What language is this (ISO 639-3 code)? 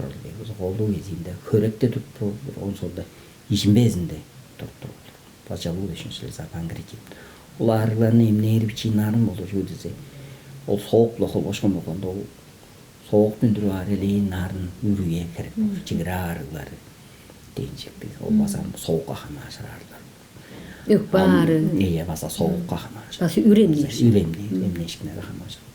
tyv